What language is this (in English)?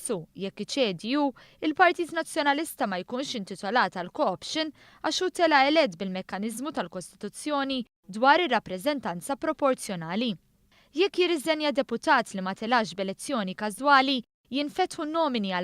Maltese